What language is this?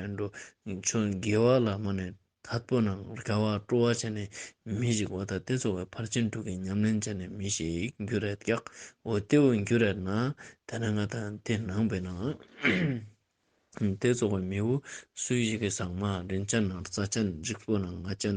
Ladakhi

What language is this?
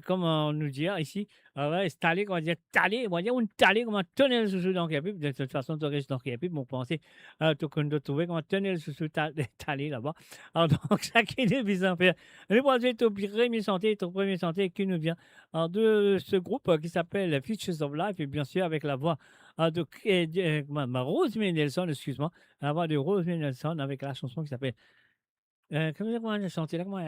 Morisyen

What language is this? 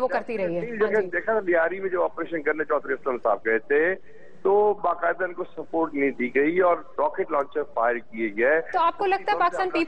Urdu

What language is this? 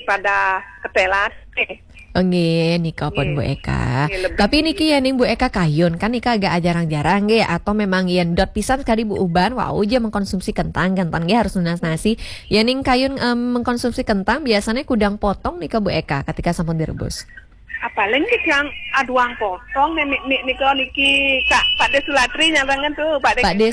Balinese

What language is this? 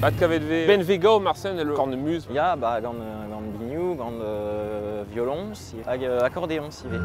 Breton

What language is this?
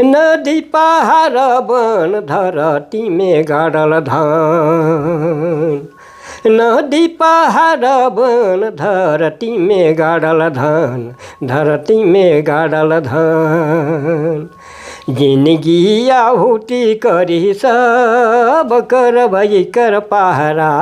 Sadri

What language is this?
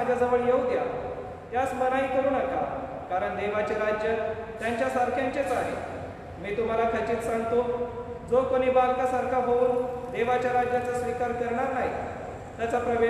Marathi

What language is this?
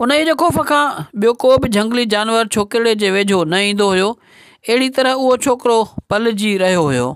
Sindhi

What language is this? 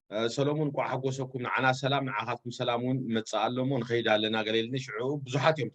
Tigrinya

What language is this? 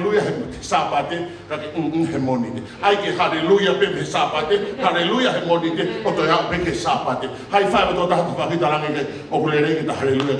Tongan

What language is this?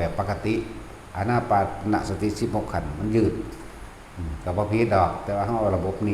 Northeastern Thai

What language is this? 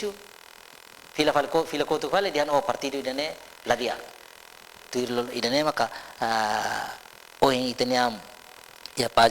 Tetum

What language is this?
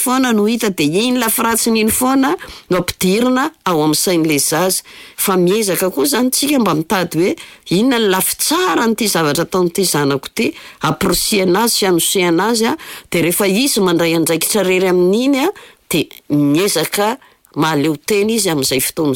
Malagasy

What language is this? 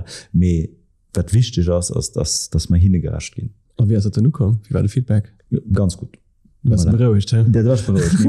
Luxembourgish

